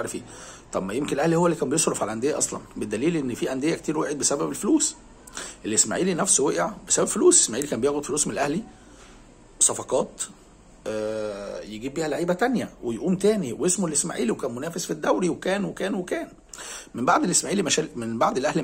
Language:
Egyptian Arabic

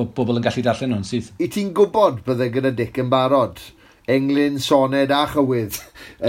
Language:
Welsh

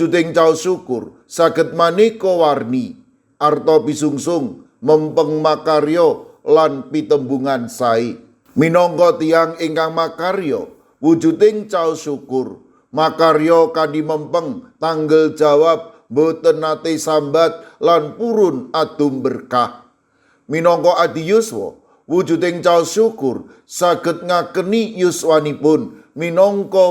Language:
Javanese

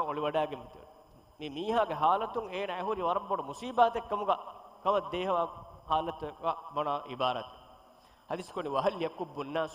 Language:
Divehi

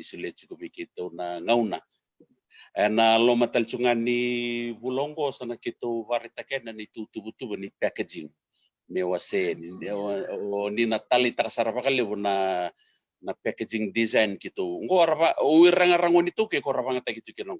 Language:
Fijian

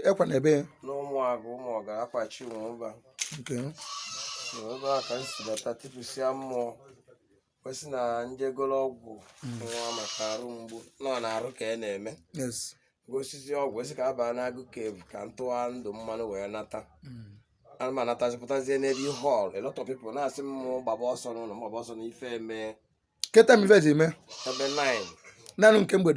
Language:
Igbo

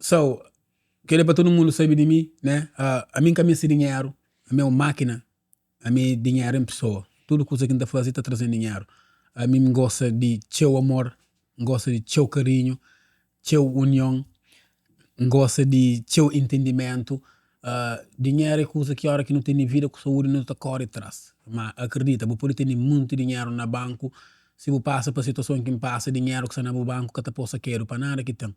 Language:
Kabuverdianu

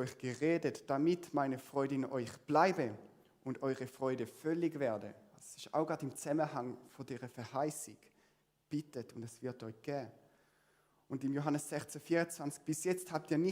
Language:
Swiss German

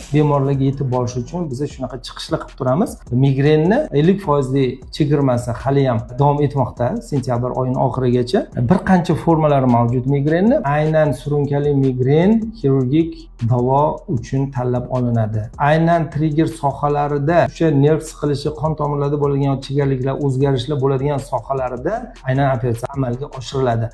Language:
Uzbek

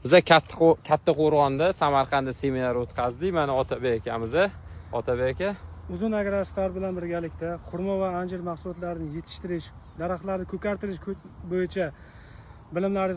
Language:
Uzbek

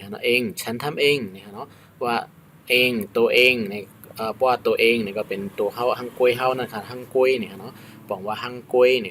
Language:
Shan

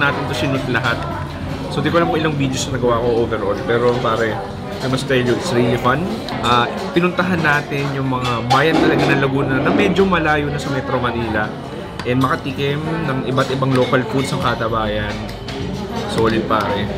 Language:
Filipino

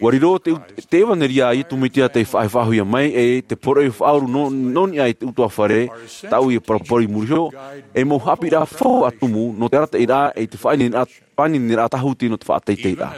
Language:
Tahitian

